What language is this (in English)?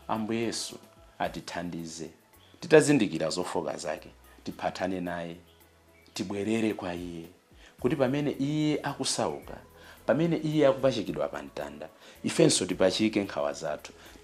Nyanja